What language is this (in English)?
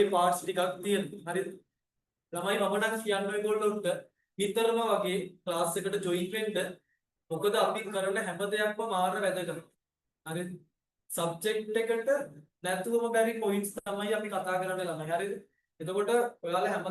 Sinhala